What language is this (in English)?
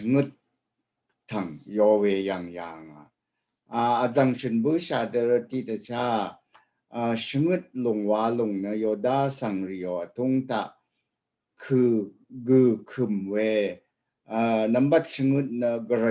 Rawang